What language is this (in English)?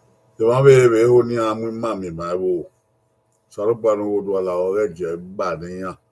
Bini